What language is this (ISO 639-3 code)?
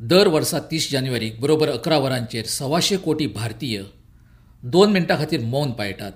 kok